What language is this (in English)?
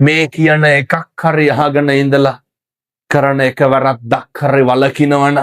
Sinhala